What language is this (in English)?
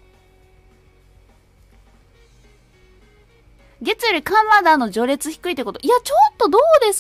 Japanese